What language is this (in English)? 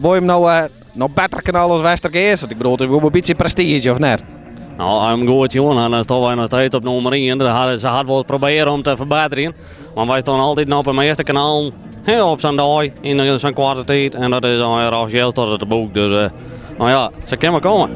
Western Frisian